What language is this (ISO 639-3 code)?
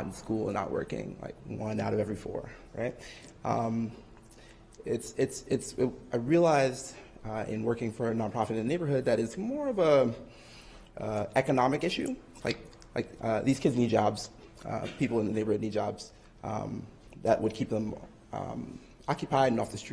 eng